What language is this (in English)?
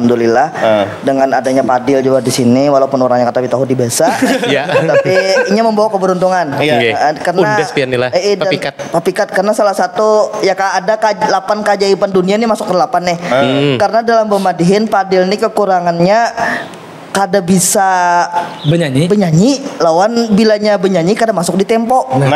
Banjar